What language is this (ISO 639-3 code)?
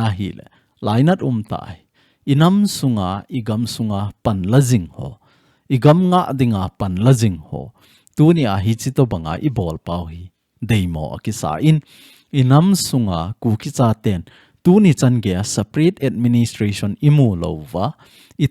tcz